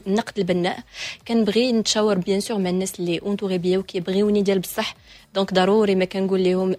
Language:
Moroccan Arabic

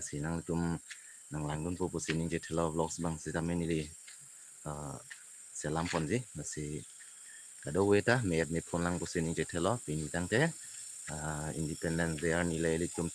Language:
Karbi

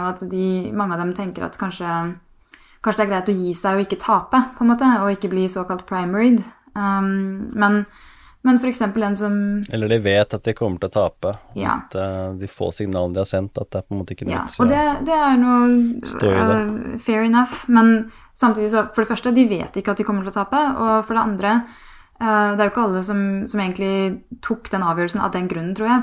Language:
Norwegian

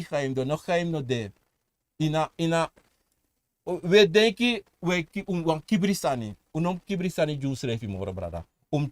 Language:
Sranan Tongo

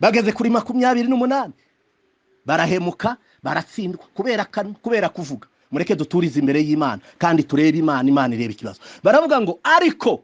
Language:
Kinyarwanda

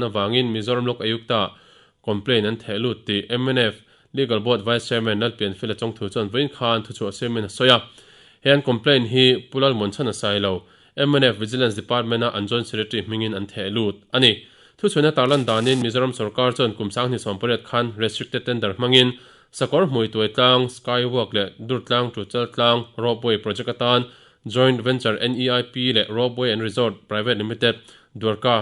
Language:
Mizo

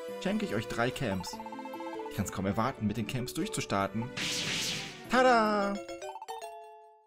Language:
German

